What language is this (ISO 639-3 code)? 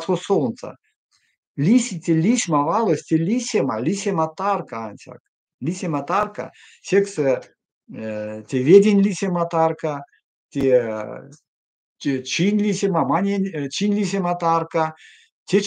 myv